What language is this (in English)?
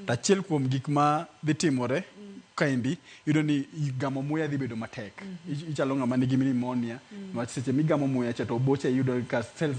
Luo (Kenya and Tanzania)